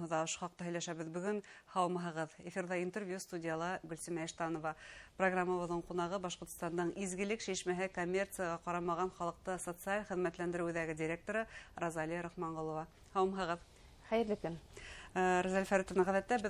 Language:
Bashkir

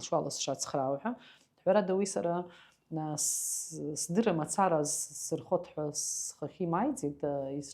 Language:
Abkhazian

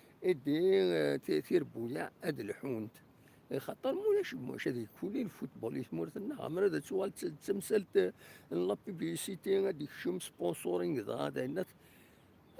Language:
Kabyle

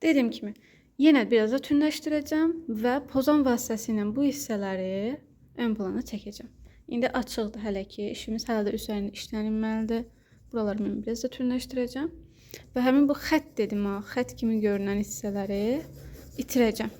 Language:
Azerbaijani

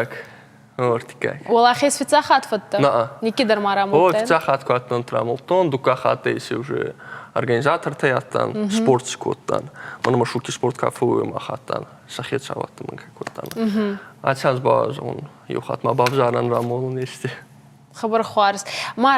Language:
Ossetic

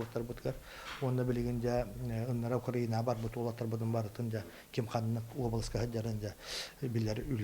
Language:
Yakut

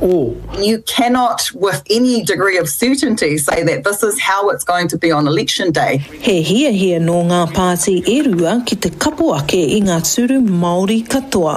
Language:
Māori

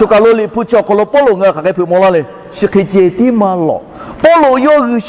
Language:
Lahu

